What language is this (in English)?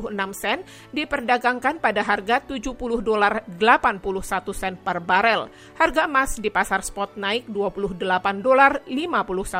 Indonesian